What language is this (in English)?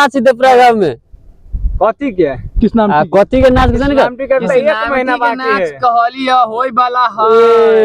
Maithili